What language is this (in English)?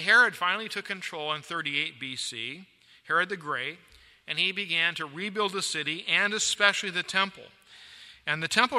English